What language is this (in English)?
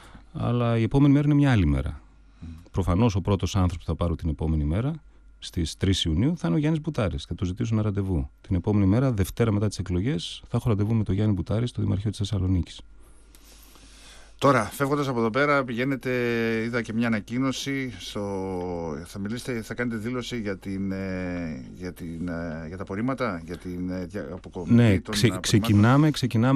Greek